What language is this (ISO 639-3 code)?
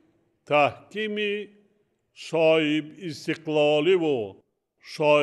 tgk